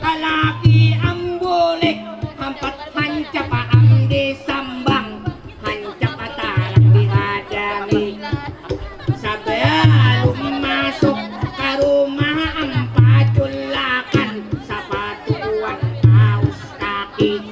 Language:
Banjar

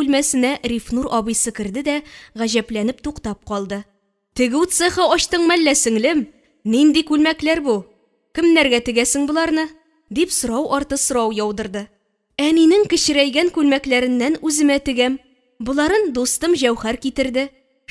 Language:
Tatar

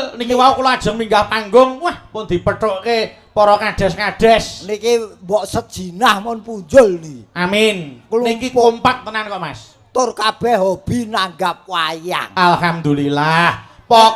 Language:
Javanese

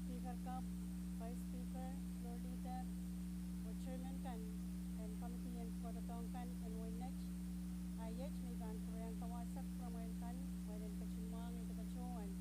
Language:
Pohnpeian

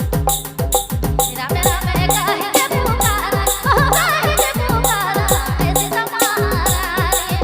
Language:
Sadri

